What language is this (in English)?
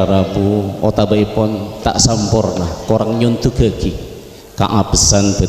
Madurese